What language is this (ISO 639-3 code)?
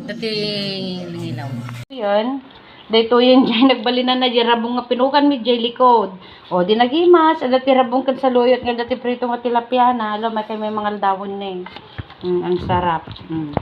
ilo